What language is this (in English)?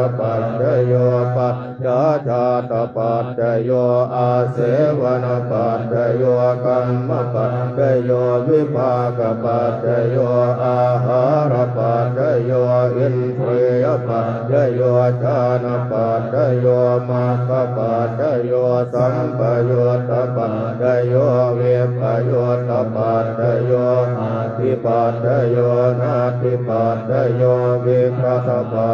Pali